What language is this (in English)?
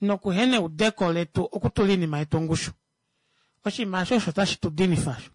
Kuanyama